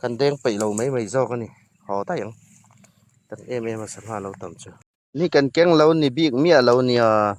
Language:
Hmar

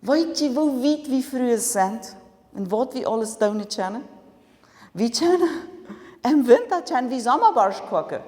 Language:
Plautdietsch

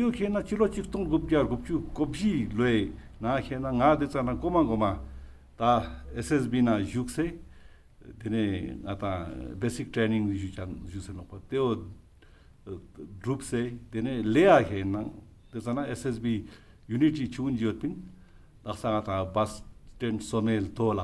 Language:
Ladakhi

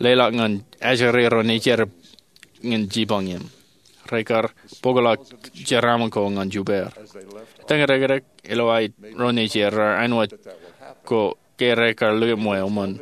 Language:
Marshallese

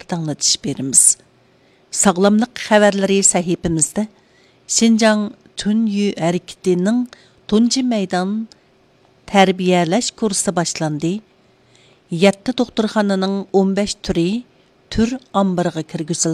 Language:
Uyghur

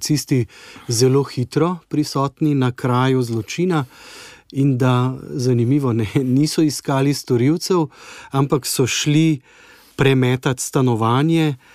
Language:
Slovenian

